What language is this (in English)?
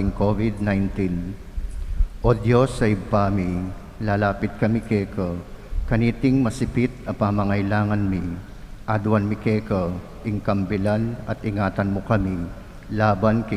Pampanga